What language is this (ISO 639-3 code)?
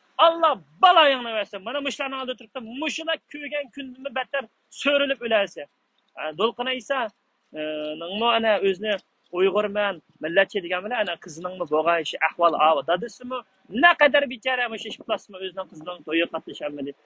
uig